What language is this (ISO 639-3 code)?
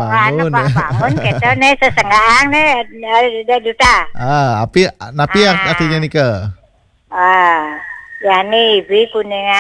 ban